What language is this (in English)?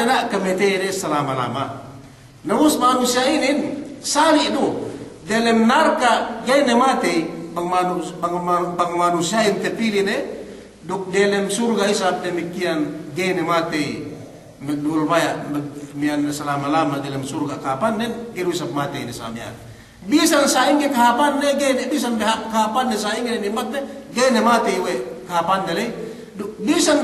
Yakan